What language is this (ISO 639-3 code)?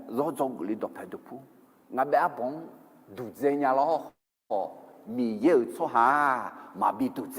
ahk